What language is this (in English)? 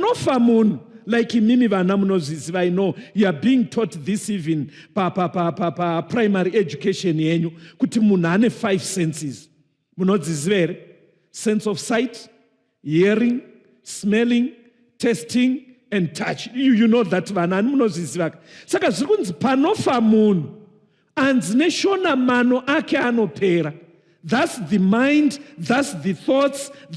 Shona